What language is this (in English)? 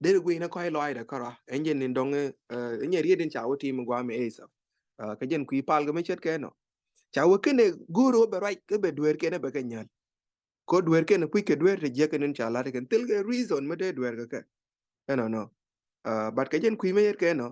Nuer